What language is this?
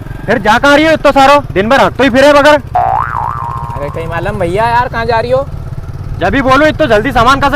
Rajasthani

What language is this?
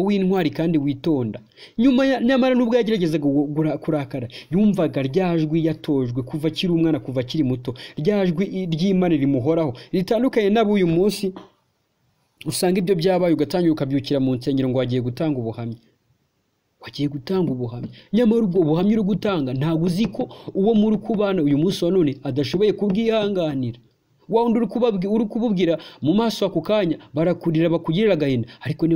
Kinyarwanda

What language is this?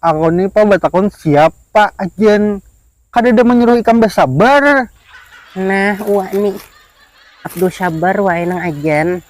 Banjar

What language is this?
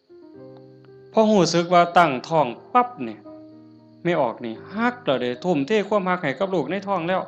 Northeastern Thai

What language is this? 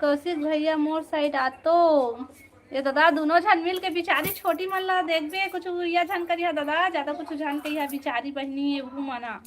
Chhattisgarhi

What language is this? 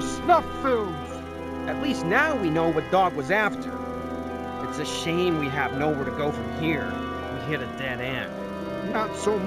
English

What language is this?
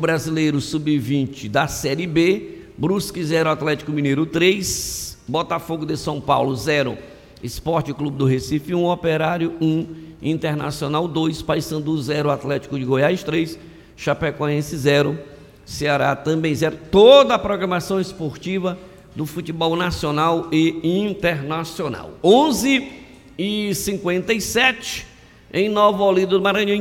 Portuguese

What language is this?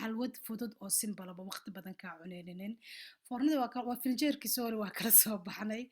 Somali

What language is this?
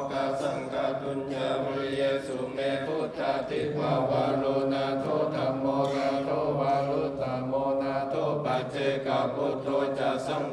Pali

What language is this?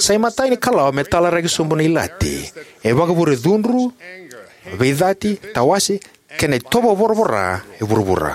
Fijian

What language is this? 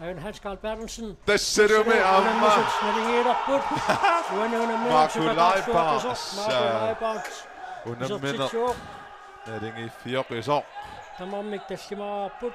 Kalaallisut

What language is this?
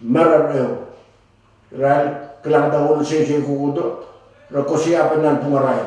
Pohnpeian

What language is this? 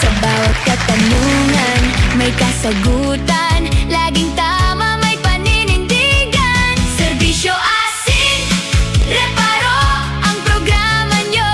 Bikol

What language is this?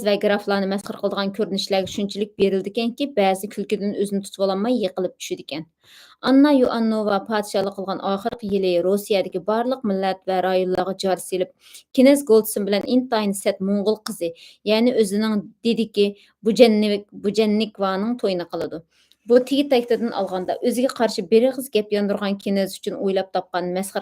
Uyghur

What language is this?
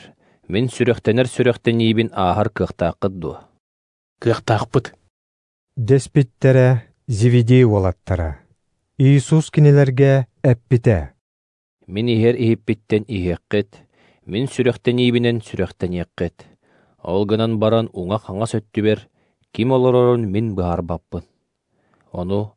Yakut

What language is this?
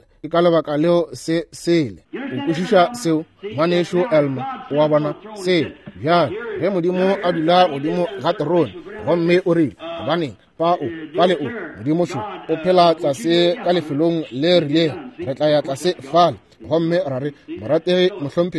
Northern Sotho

